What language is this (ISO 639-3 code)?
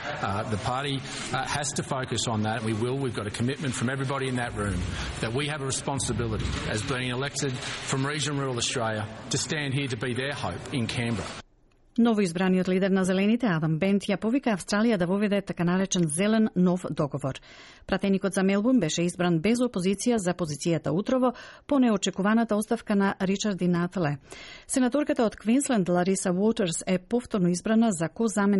mkd